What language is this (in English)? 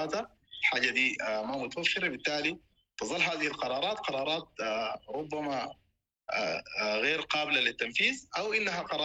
Sudanese Arabic